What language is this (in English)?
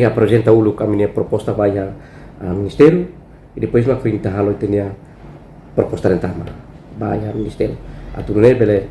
Tetum